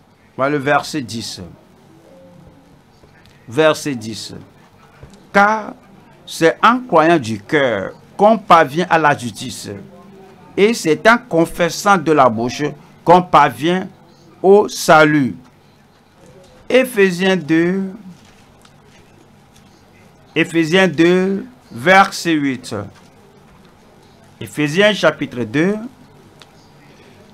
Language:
French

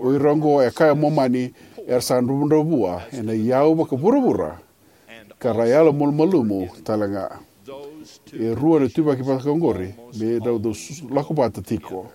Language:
Fijian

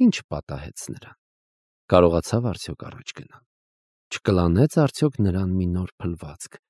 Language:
Armenian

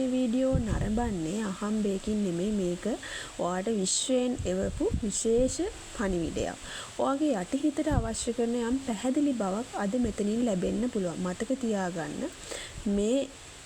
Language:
Sinhala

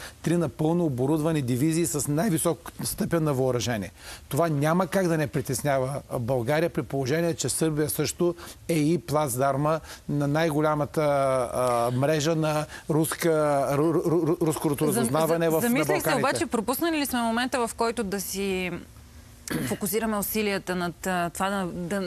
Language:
Bulgarian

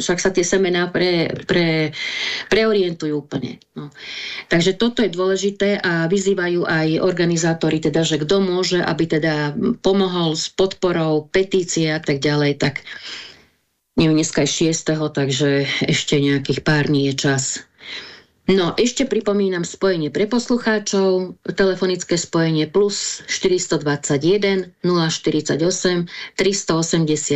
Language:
Slovak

